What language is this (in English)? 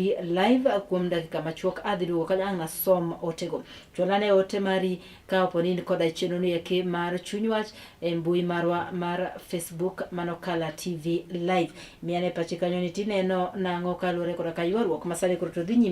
Luo (Kenya and Tanzania)